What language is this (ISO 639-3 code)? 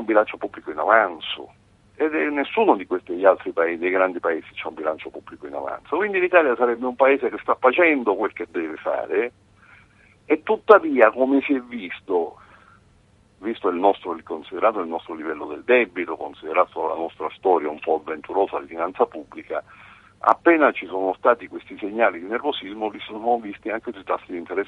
ita